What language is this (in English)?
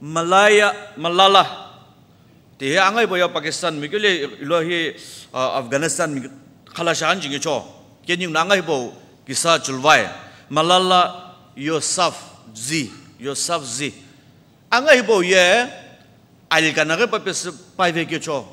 Sumi Naga